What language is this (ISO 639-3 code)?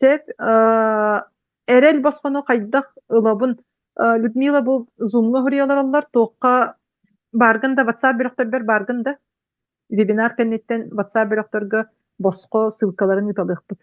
sah